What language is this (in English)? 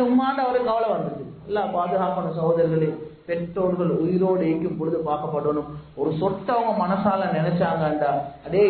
Tamil